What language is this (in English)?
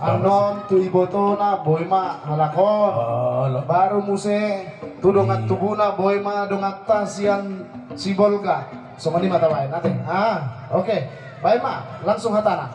Batak Toba